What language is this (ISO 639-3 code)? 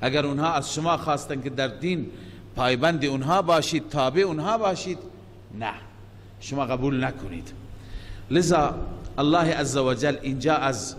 fas